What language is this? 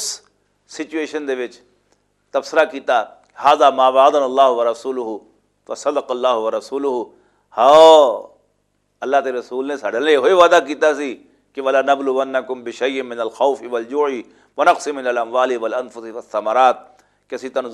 Western Panjabi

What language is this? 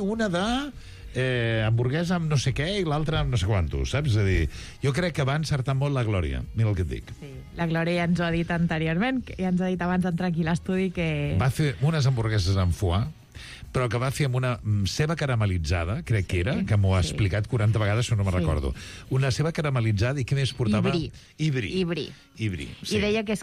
Catalan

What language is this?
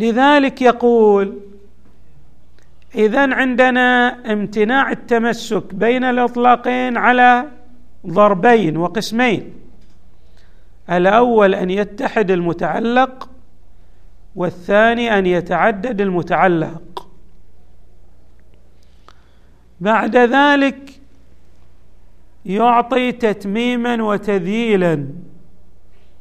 Arabic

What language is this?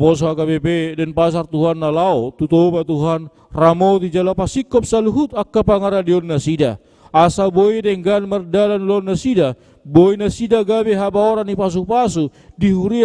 Batak Toba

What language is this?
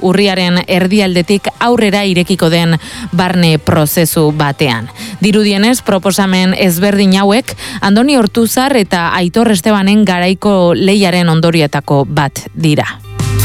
Basque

